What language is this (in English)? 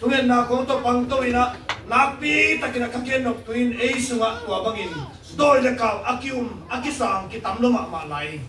Tedim Chin